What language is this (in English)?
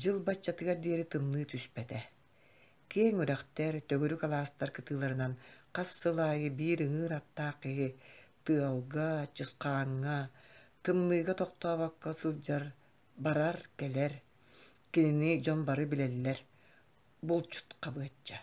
Yakut